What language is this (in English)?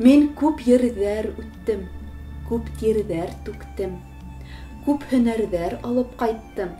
Bashkir